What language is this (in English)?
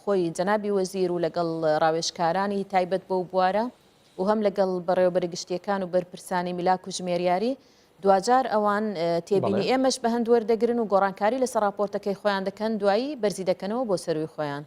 Central Kurdish